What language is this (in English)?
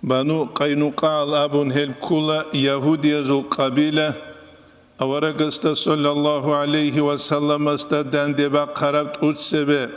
Avaric